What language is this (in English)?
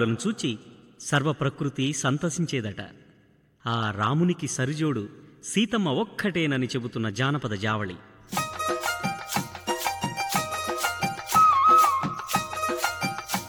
Telugu